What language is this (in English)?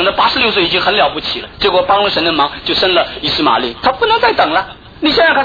Chinese